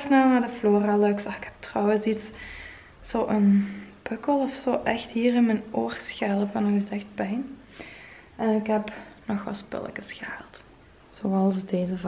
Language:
Dutch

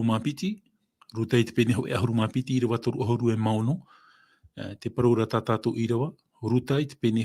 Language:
Tahitian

